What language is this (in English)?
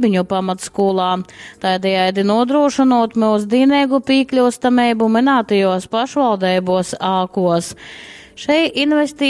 Latgalian